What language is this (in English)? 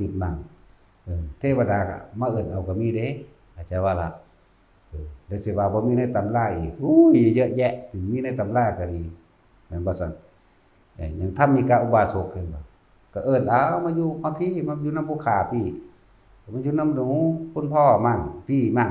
Northeastern Thai